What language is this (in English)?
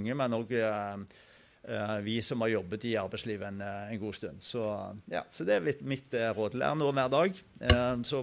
Norwegian